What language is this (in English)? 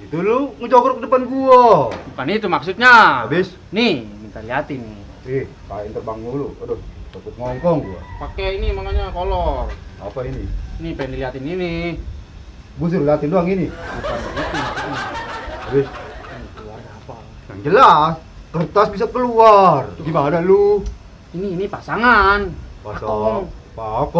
Betawi